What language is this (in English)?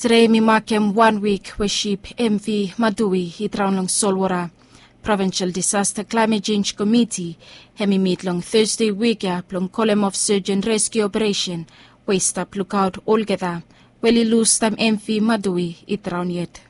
Bislama